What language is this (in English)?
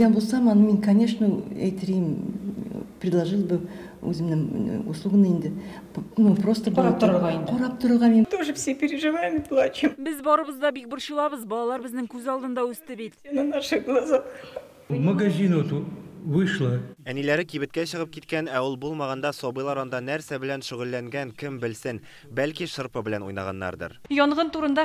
Tatar